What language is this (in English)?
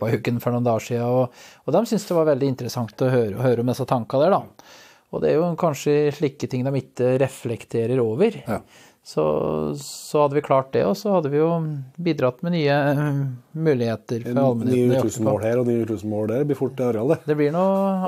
Norwegian